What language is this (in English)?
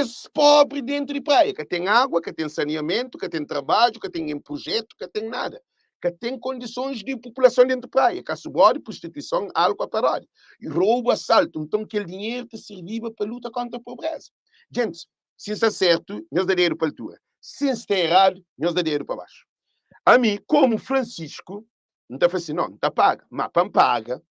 Kabuverdianu